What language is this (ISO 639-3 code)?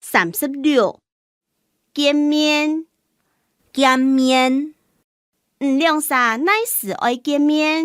hak